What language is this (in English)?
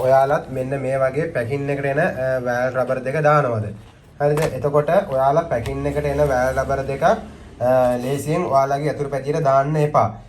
Sinhala